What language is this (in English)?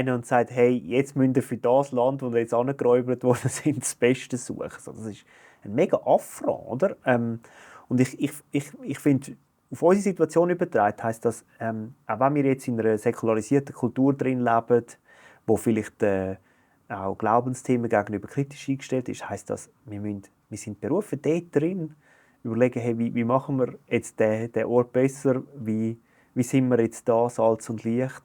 Swiss German